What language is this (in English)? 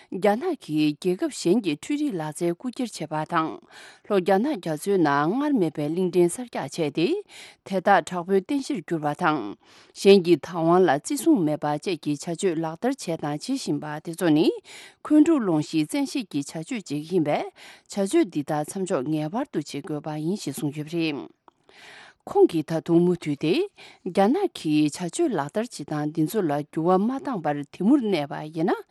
Tibetan